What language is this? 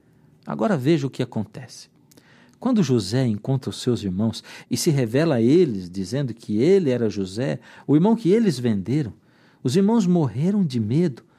Portuguese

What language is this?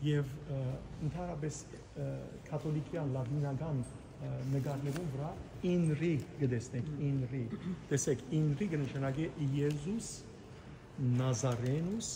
Western Armenian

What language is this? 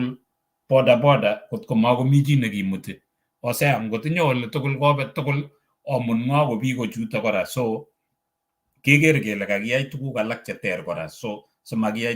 Kalenjin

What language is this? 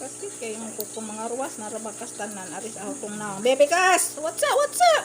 Cebuano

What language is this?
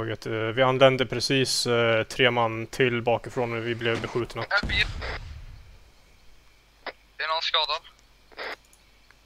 Swedish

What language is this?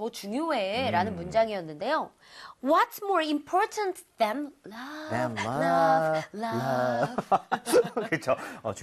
Korean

